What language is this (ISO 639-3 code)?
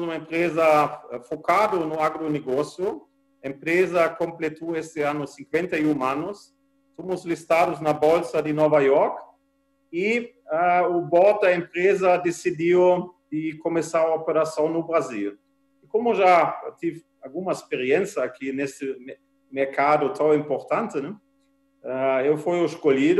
por